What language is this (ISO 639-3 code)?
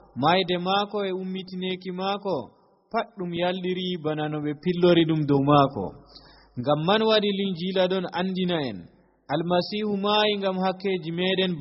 fuv